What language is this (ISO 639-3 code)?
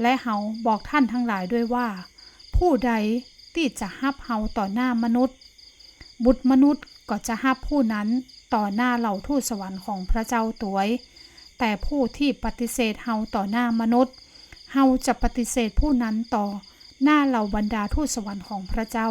nod